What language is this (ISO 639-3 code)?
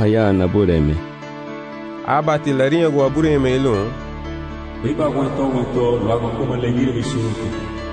cab